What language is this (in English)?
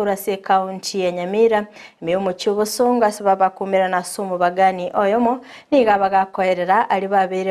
Gusii